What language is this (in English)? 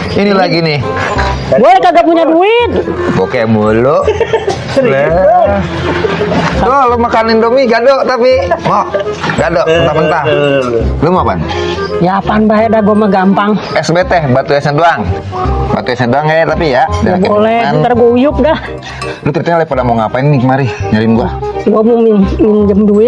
Betawi